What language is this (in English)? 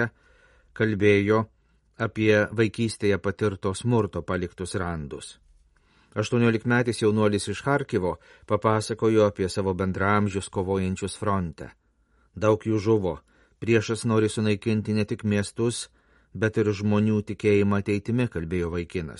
Lithuanian